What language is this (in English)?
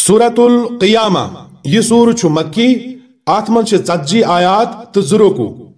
Kashmiri